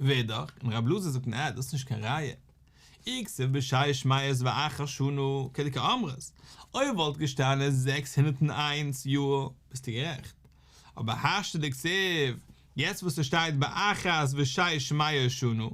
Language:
Yiddish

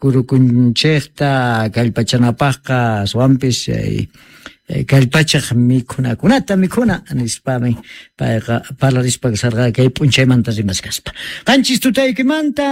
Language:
South Bolivian Quechua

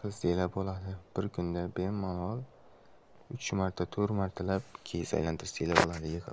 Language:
Uzbek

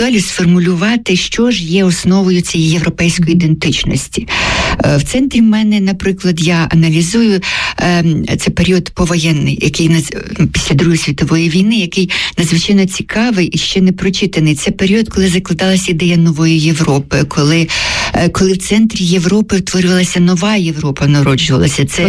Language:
Ukrainian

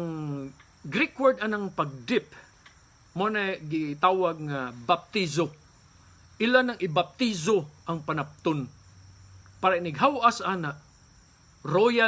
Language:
Cebuano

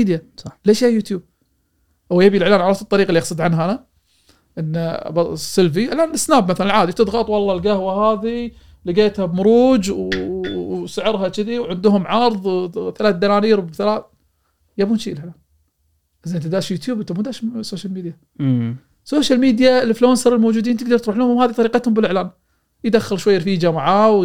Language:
Gulf Arabic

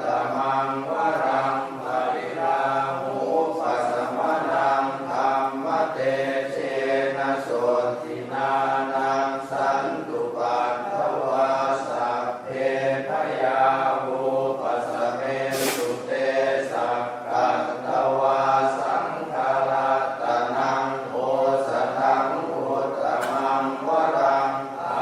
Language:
Pali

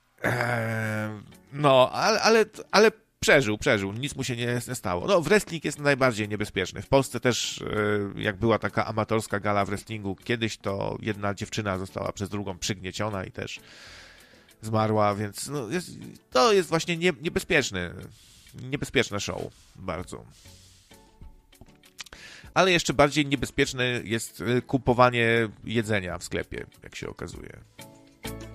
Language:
Polish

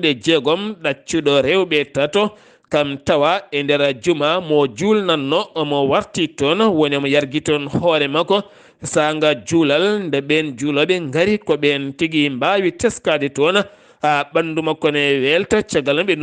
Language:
Fula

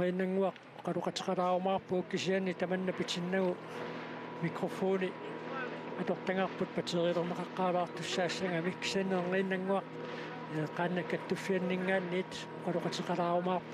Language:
Kalaallisut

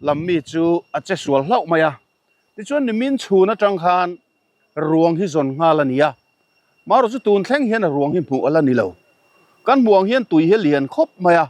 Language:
Mizo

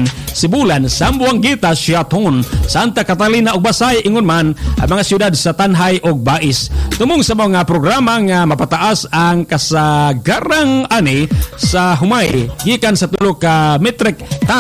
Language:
Cebuano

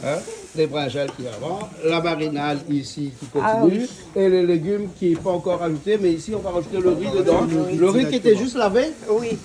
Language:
Réunion Creole French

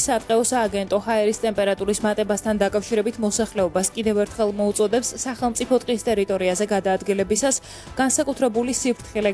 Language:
Georgian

